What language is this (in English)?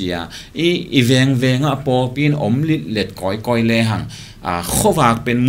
Tedim Chin